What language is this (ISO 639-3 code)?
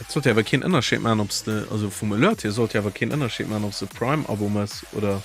ltz